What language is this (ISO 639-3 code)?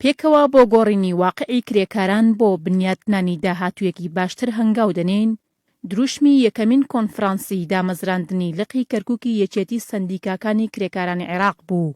ckb